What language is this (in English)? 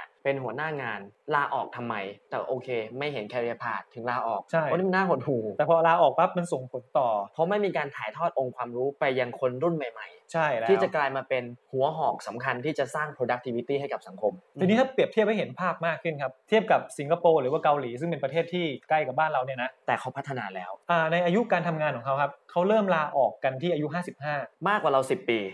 Thai